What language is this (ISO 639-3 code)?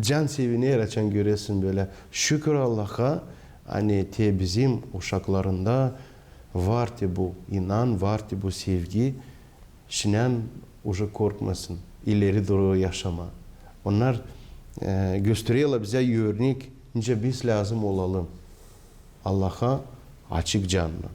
gag